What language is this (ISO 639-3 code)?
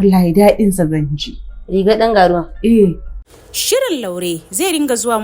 hau